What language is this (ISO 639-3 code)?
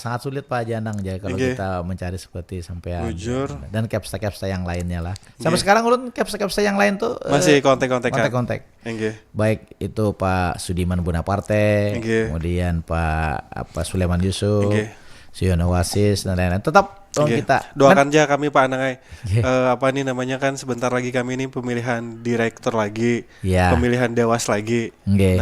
bjn